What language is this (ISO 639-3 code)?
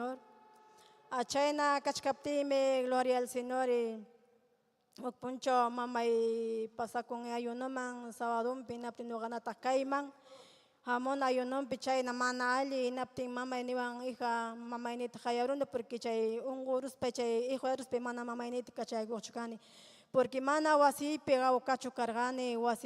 quy